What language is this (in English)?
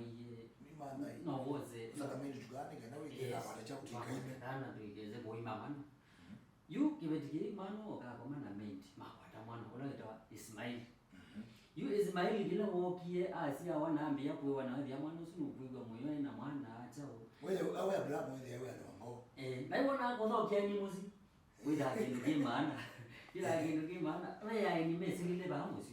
Kamba